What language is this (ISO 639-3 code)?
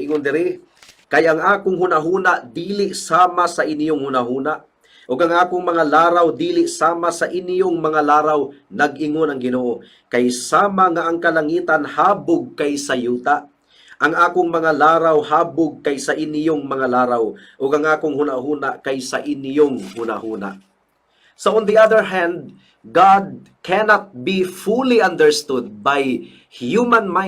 ceb